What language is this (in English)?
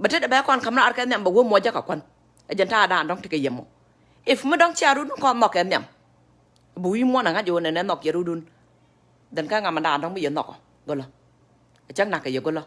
Nuer